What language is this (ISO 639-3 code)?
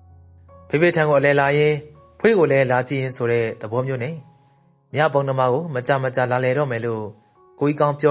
mya